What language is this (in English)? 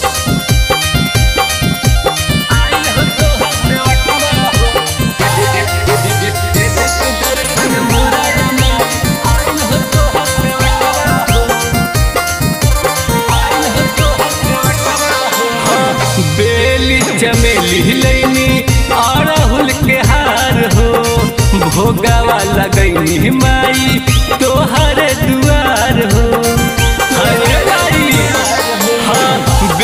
Magahi